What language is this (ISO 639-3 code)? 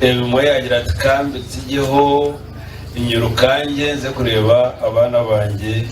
nyn